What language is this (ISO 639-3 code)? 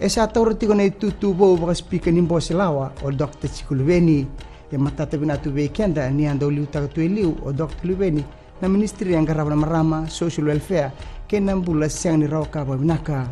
fij